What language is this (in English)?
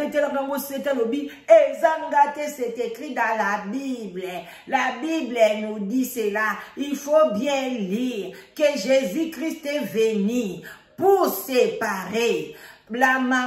Lingala